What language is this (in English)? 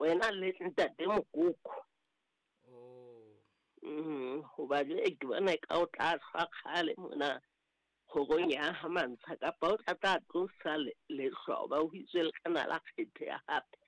Southern Sotho